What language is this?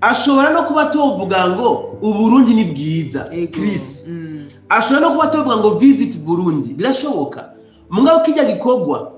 Rundi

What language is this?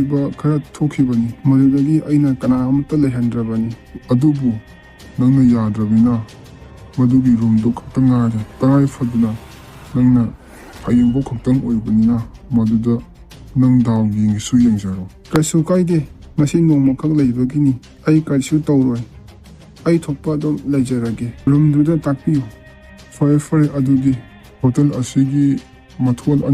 Manipuri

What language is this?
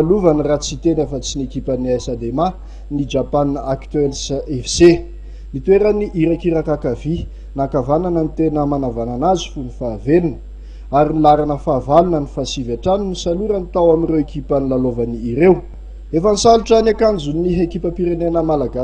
Malagasy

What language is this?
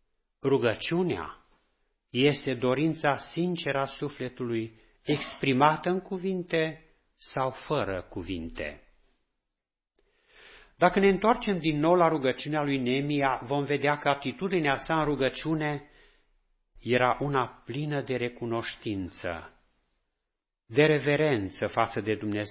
Romanian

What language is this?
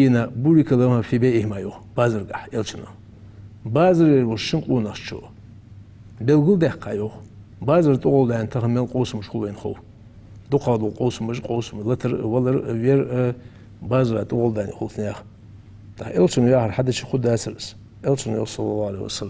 Ingush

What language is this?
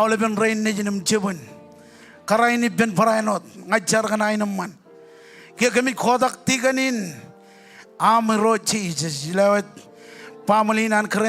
Marshallese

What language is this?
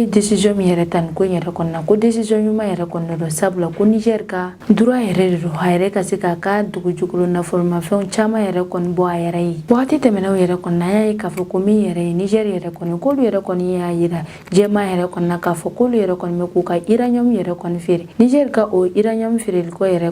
Bambara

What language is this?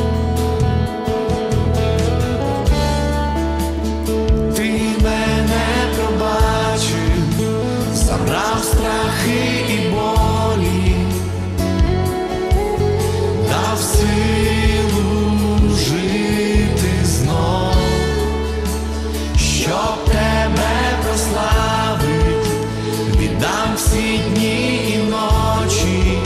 Ukrainian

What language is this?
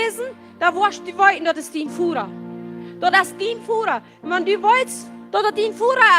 Plautdietsch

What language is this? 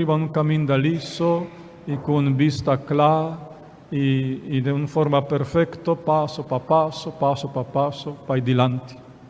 Papiamento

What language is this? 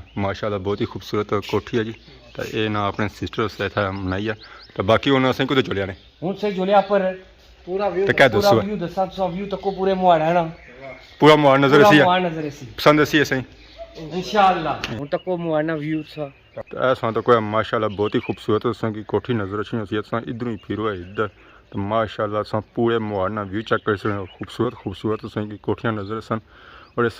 Pahari-Potwari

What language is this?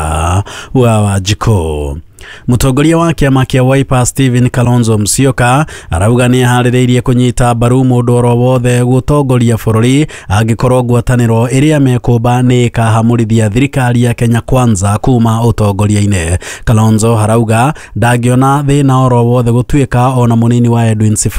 Kikuyu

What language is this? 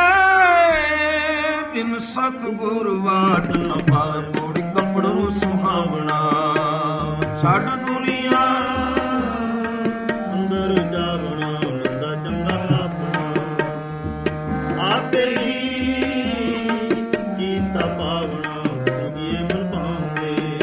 Punjabi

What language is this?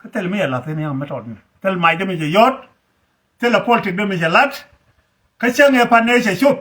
Nuer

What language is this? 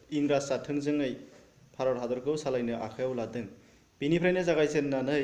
Bodo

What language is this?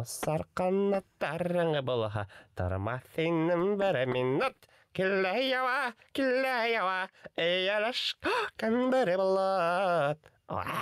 Bashkir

